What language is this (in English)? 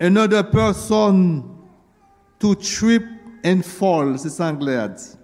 Haitian Creole